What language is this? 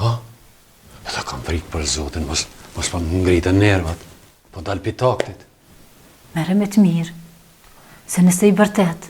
Albanian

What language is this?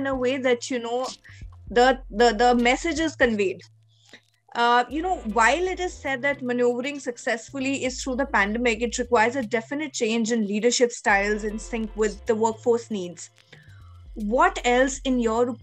English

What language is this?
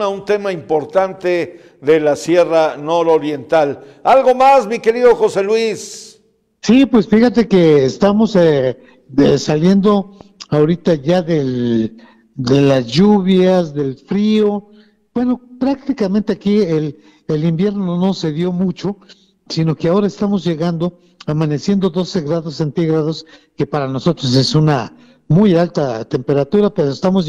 Spanish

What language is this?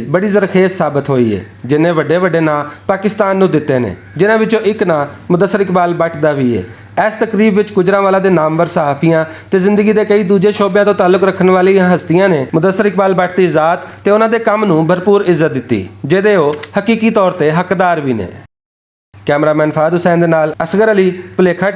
Western Panjabi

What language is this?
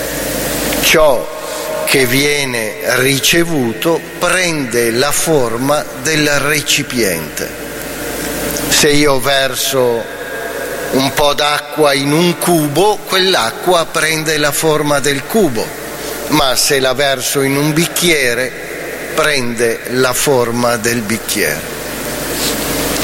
Italian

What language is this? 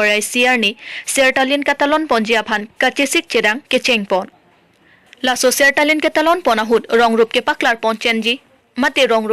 Karbi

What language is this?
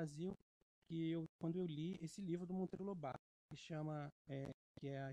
Portuguese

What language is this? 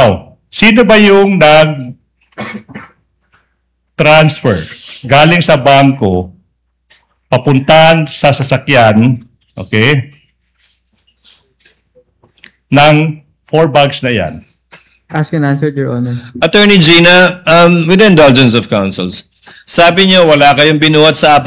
Filipino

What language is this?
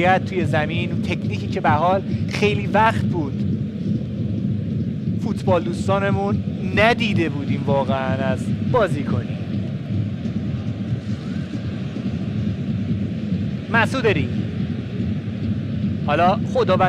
Persian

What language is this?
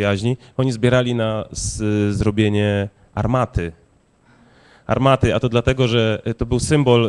Polish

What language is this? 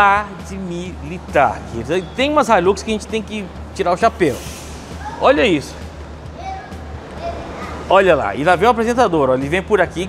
Portuguese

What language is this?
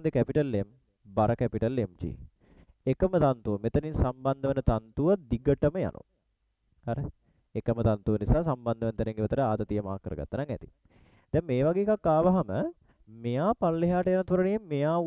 Sinhala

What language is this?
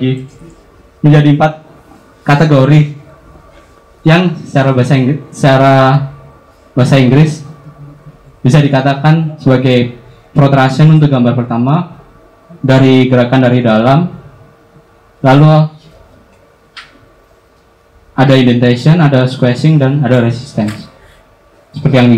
Indonesian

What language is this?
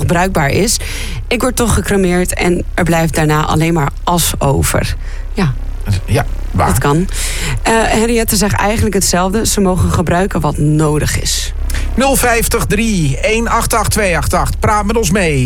Dutch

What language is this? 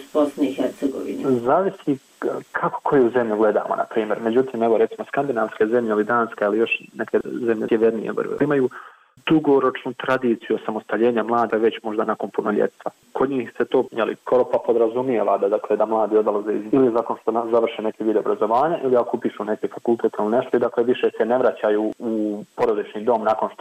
Bosnian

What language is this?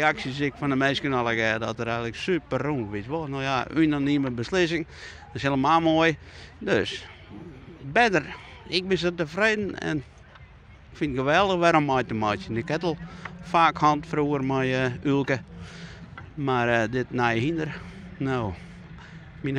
Western Frisian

